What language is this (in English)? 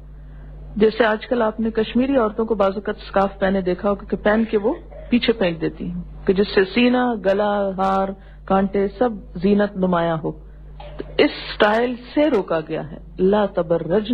Urdu